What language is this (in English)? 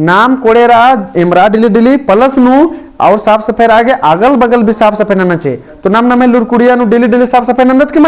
Kurukh